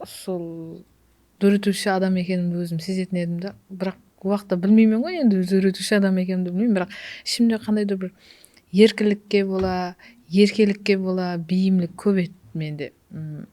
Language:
Kara-Kalpak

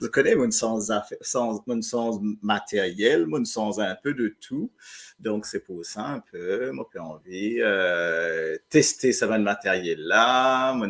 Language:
Morisyen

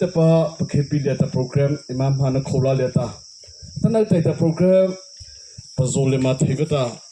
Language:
Mara Chin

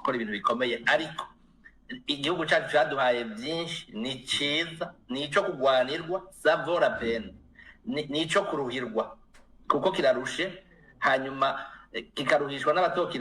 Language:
Rundi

